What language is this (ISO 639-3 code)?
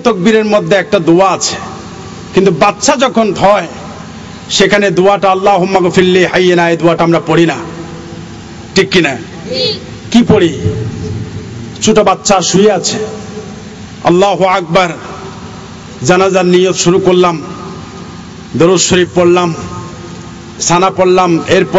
ben